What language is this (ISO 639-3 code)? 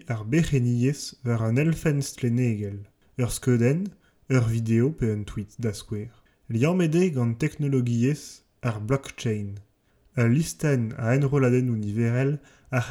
bre